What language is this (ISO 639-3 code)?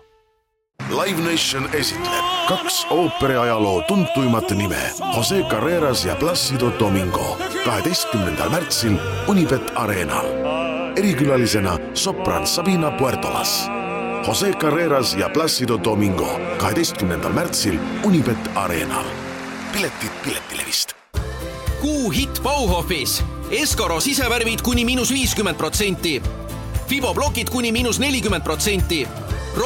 est